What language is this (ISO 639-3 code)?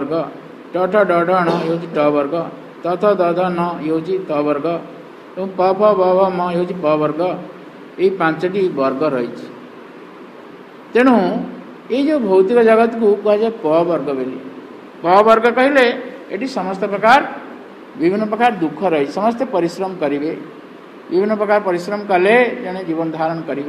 ori